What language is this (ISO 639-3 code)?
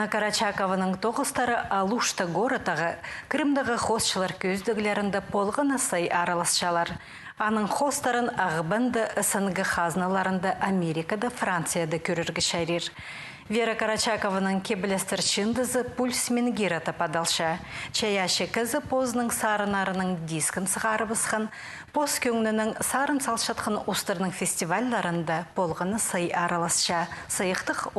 kjh